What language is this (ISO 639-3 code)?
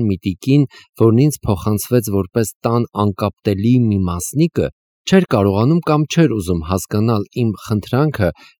hye